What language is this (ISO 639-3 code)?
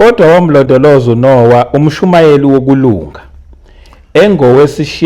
zul